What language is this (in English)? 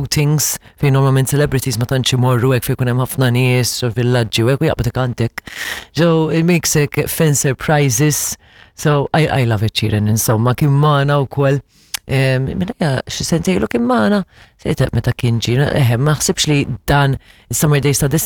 Maltese